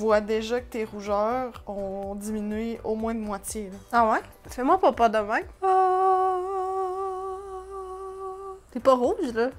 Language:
French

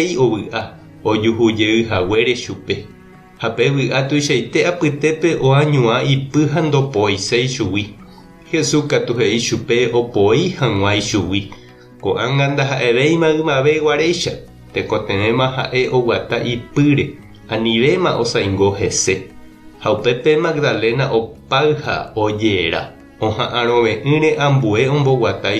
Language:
Guarani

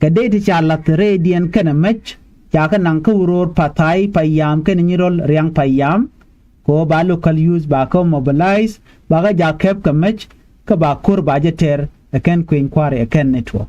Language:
Nuer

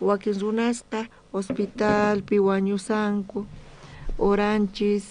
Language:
South Bolivian Quechua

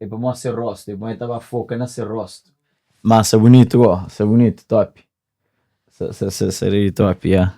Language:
Kabuverdianu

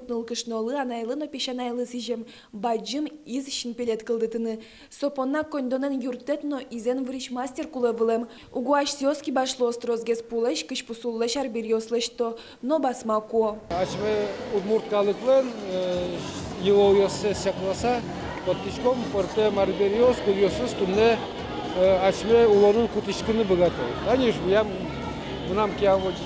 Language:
Udmurt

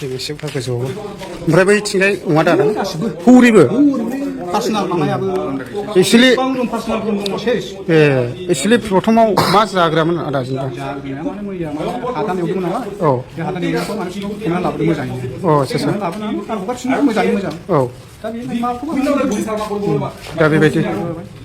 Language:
Bodo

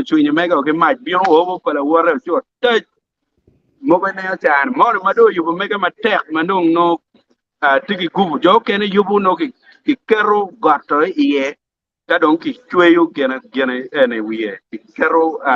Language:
Acoli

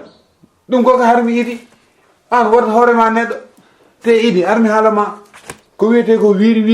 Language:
Fula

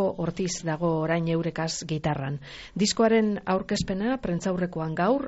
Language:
Basque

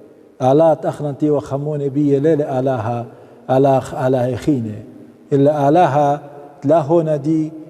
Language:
Assyrian Neo-Aramaic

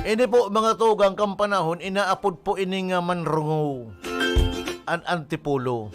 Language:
Bikol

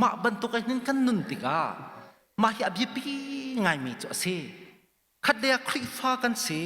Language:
Hakha Chin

